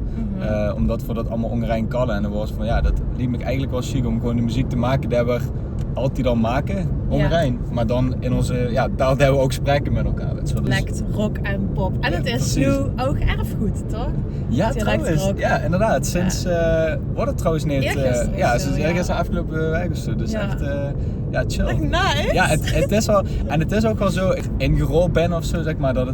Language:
Limburgish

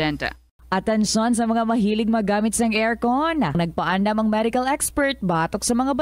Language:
Hiligaynon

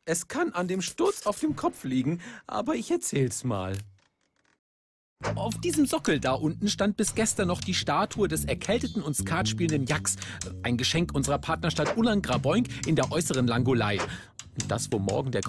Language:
German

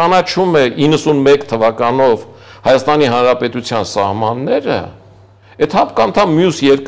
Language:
Armenian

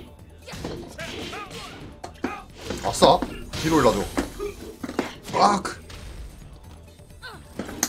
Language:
Korean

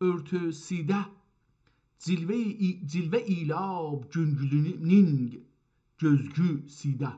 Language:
South Azerbaijani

